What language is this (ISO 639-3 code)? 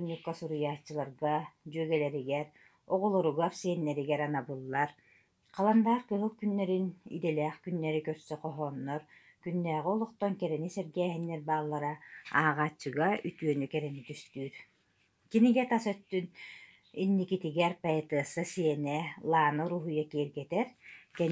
sah